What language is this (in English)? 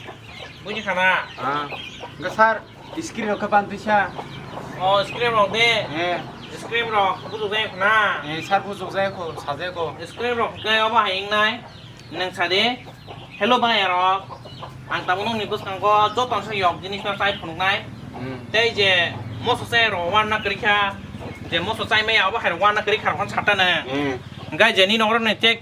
Kok Borok